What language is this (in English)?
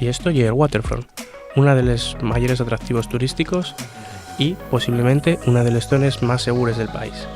Asturian